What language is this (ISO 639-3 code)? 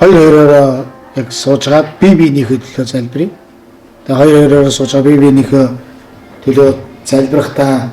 mon